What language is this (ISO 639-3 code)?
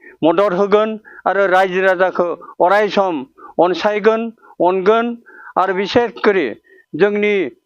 brx